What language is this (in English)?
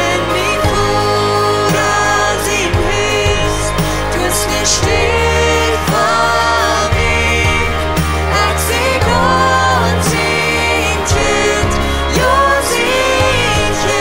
Plautdietsch